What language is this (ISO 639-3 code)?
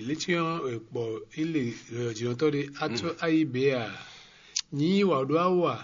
fon